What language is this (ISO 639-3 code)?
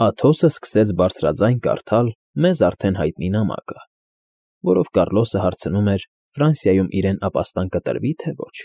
hye